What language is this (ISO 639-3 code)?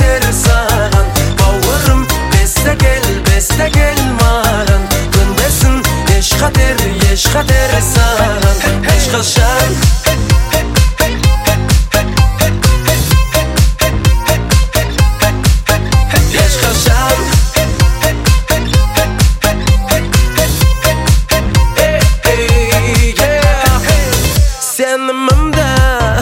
kaz